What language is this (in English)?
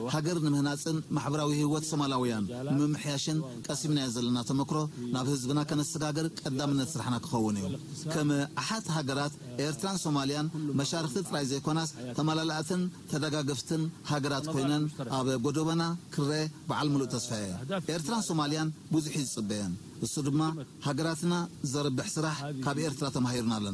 Tigrinya